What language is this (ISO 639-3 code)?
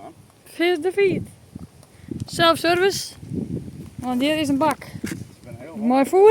fry